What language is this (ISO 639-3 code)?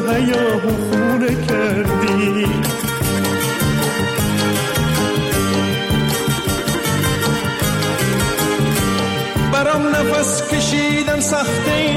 fas